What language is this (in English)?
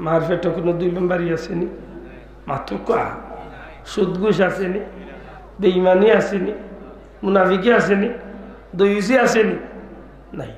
Sylheti